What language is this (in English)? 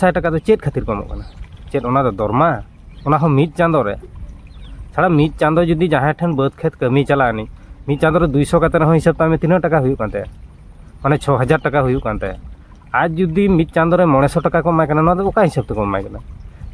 Santali